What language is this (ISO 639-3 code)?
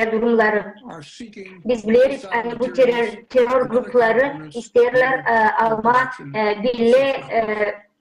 gag